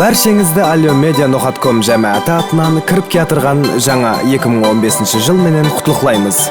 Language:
Kara-Kalpak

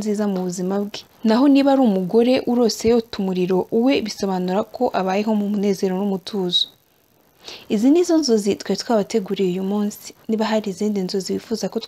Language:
Kinyarwanda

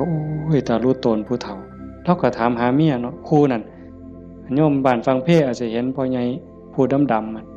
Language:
Northeastern Thai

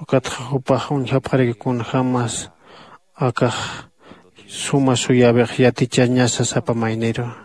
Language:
Aymara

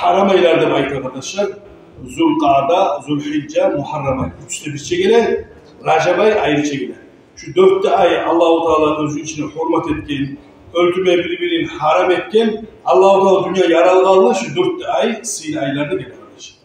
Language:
Kumyk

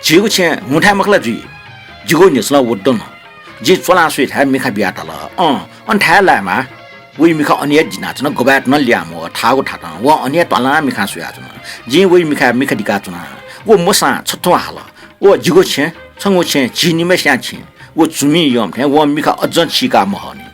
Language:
Newari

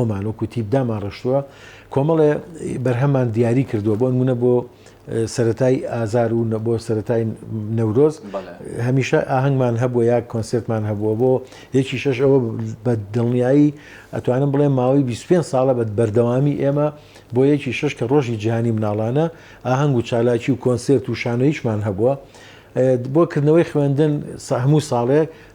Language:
Central Kurdish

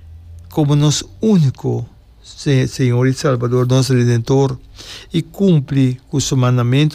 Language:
Papiamento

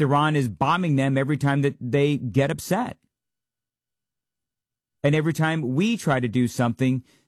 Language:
English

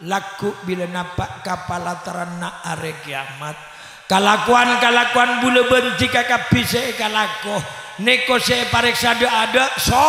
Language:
Madurese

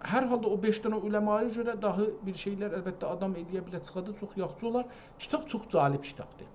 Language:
South Azerbaijani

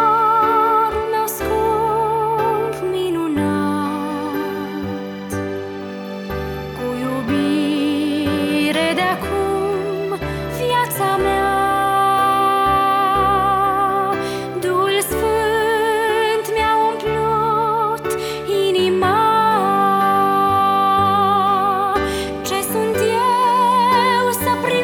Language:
Romanian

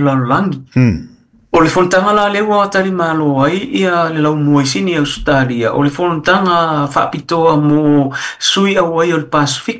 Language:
Samoan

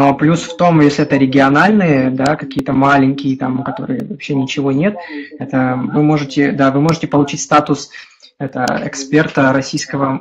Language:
Russian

